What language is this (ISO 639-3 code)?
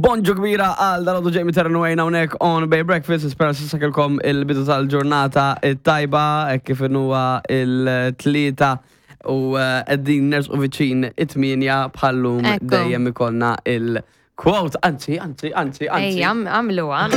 mlt